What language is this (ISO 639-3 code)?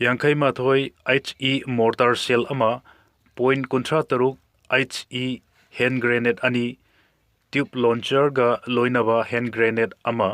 mni